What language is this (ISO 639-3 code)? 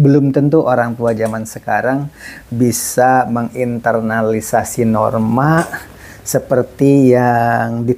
ind